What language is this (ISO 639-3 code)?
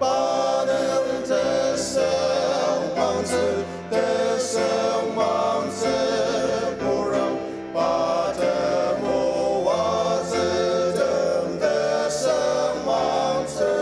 njo